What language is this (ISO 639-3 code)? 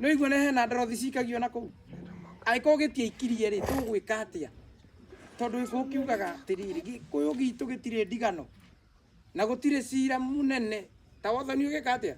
kik